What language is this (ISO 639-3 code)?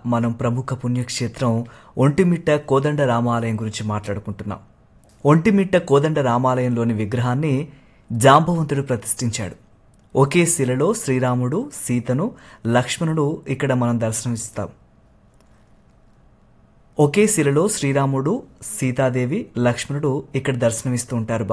tel